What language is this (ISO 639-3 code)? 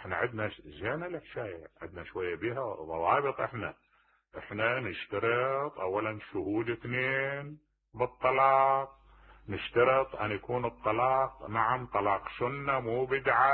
acm